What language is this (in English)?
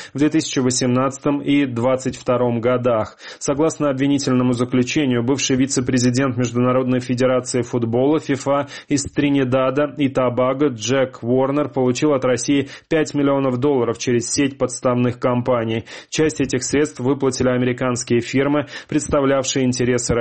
Russian